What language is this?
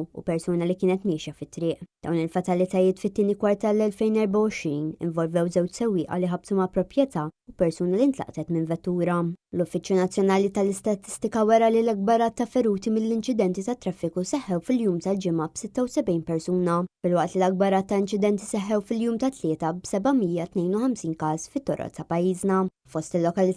Maltese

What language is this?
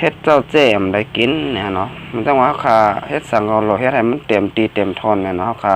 Shan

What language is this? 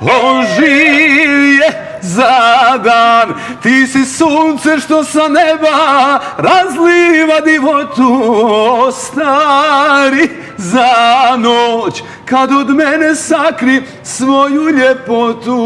Bosnian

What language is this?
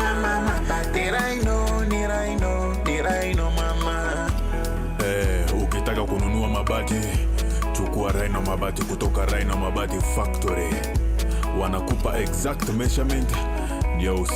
Meru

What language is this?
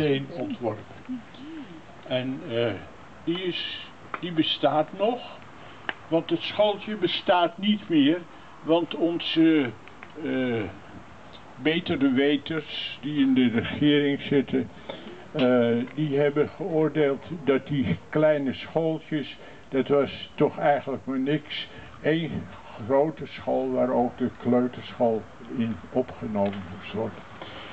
Dutch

